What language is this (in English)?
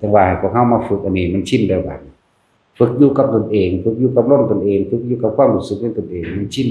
Northeastern Thai